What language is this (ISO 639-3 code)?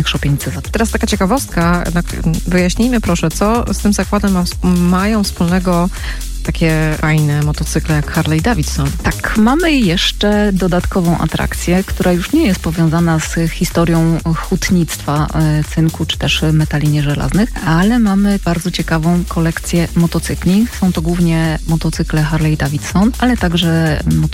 pol